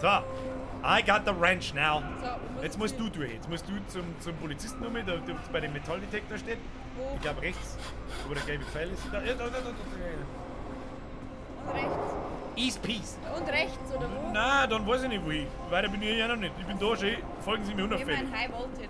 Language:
Bavarian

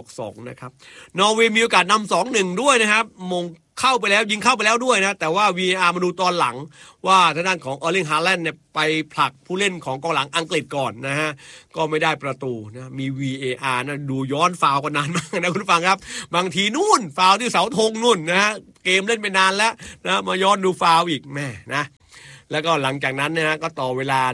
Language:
Thai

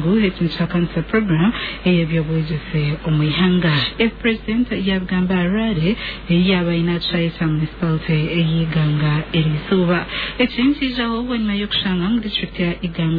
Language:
Nyankole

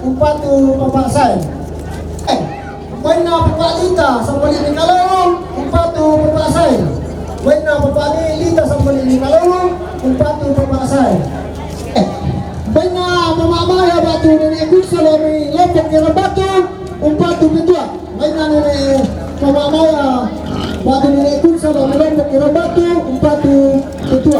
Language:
Toraja-Sa'dan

